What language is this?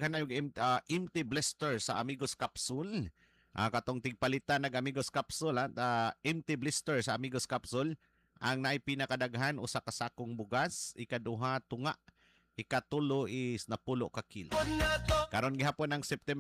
Cebuano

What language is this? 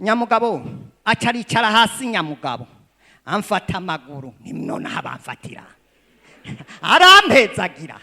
Rundi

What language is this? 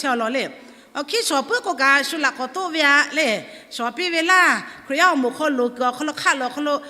Lahu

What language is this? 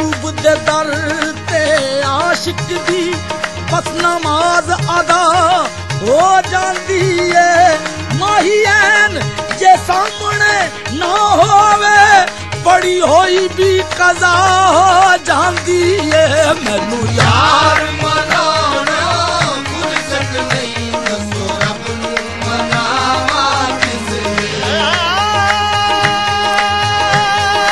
Punjabi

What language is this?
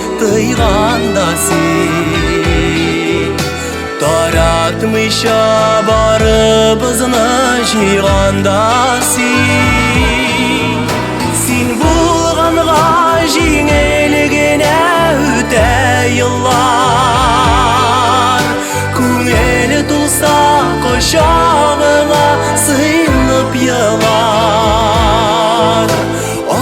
Tatar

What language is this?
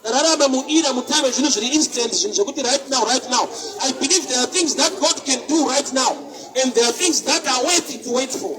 Shona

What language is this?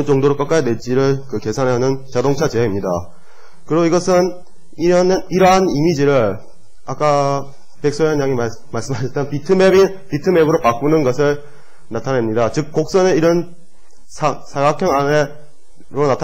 Korean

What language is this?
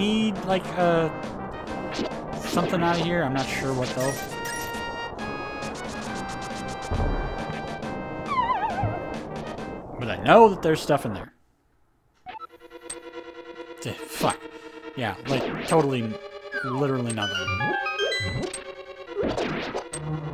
English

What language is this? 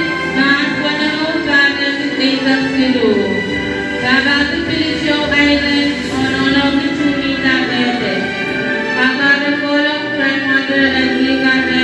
Pohnpeian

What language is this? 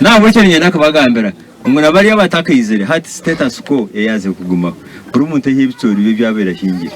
Nyankole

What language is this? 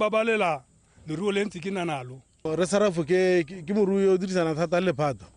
Tswana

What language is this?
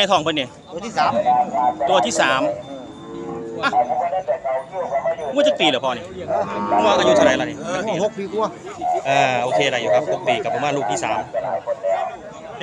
Northeastern Thai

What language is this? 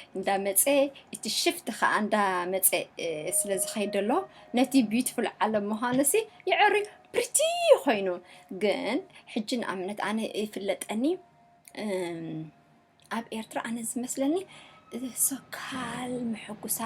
Tigrinya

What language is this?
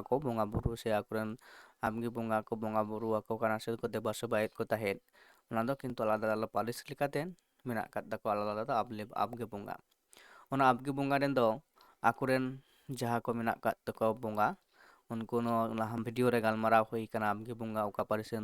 Santali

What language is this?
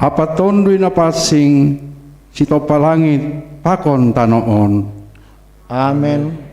Batak Simalungun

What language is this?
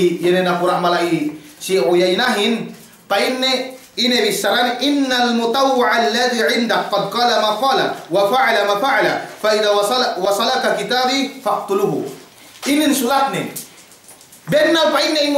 Yakan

